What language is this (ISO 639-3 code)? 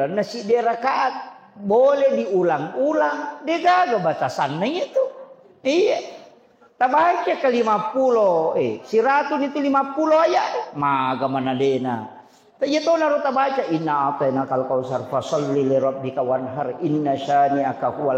bug